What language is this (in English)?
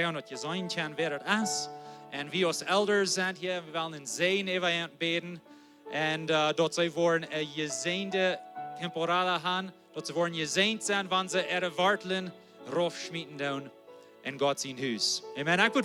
Plautdietsch